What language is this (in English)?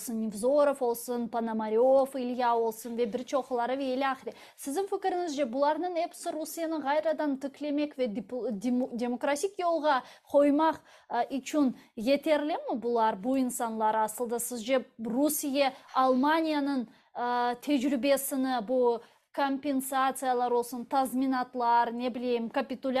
Crimean Tatar